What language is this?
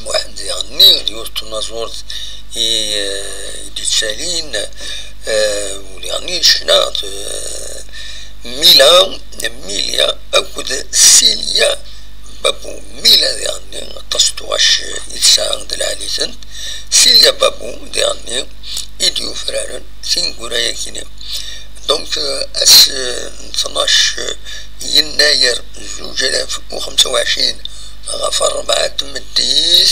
Kabyle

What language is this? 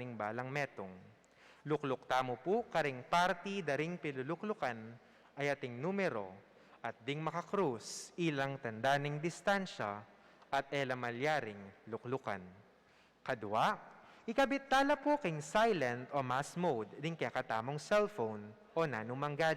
Pampanga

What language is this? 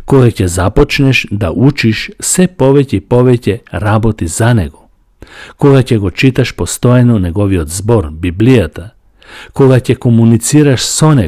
Macedonian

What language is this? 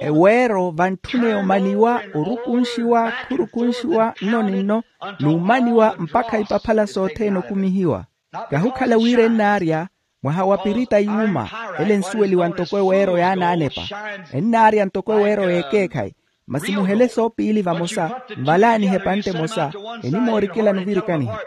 Makhuwa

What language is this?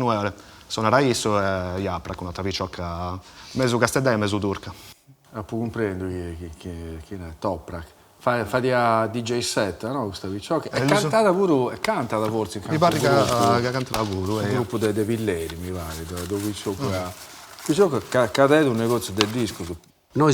Sardinian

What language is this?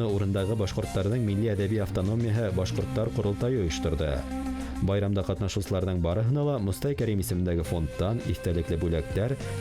Bashkir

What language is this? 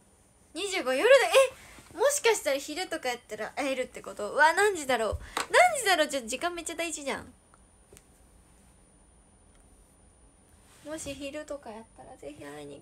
Japanese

